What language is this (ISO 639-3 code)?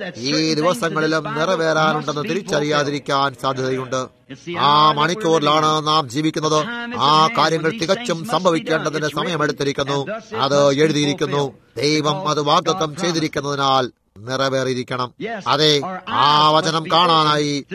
mal